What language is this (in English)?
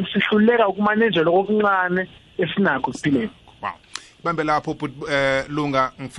South Ndebele